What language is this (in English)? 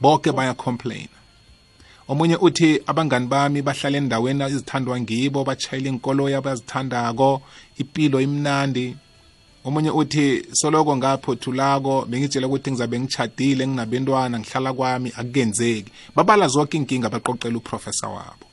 South Ndebele